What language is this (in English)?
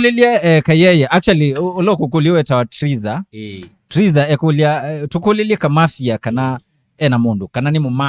Kamba